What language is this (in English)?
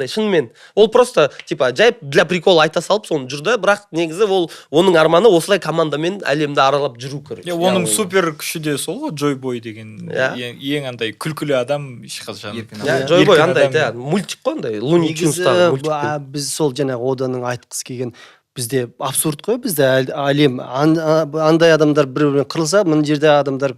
Kazakh